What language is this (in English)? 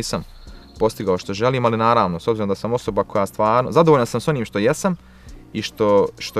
Bosnian